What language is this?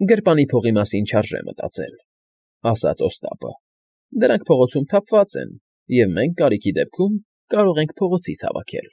Armenian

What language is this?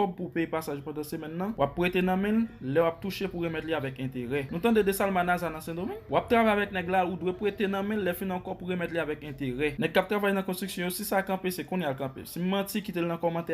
Haitian Creole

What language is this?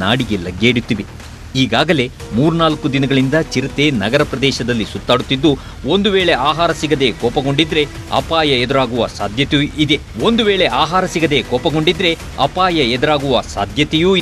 Kannada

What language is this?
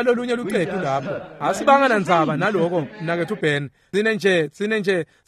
Swati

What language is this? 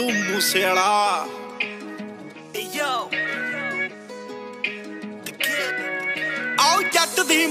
Punjabi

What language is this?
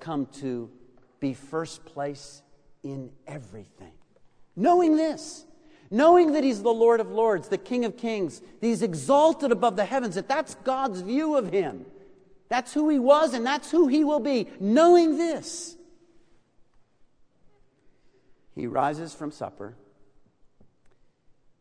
English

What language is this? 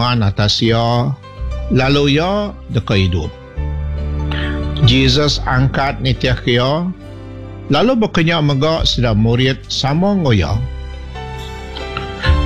Iban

